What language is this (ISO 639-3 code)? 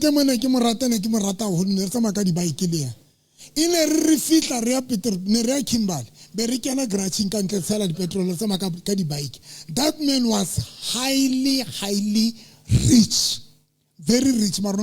sot